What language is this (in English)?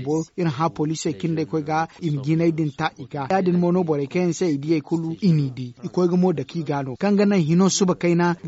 Zarma